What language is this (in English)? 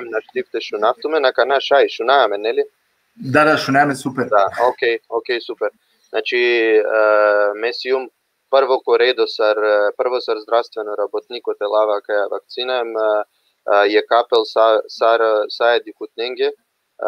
Balkan Romani